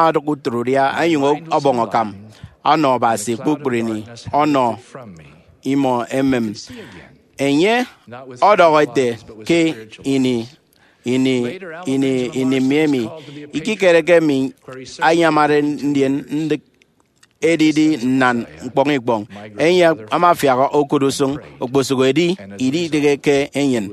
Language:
Efik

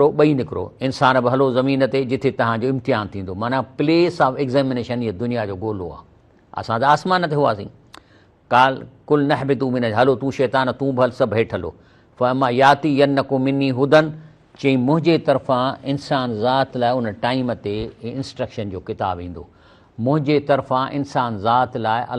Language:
Sindhi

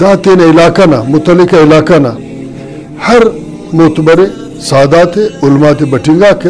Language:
Brahui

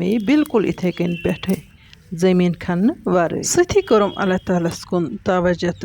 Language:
Kashmiri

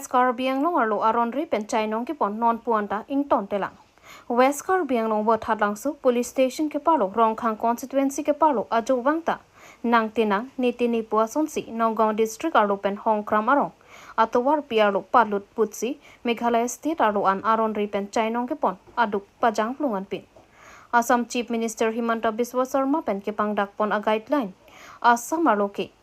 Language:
Karbi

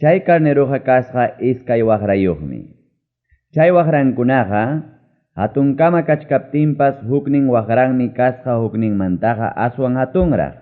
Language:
Ayacucho Quechua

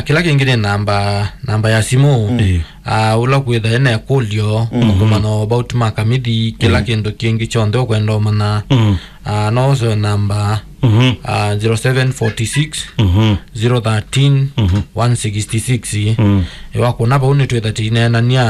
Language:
Kamba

